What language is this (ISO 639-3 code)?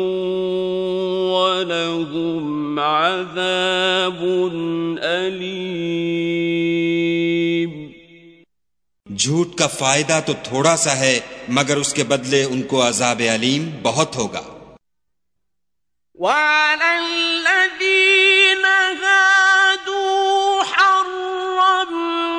urd